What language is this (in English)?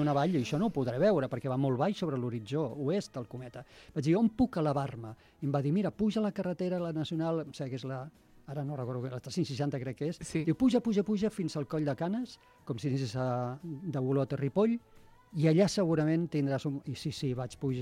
Catalan